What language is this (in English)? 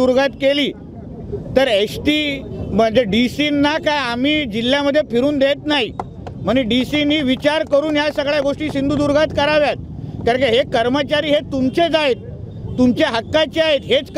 Marathi